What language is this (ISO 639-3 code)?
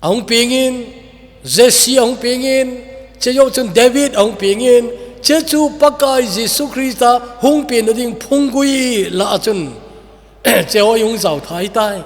tcz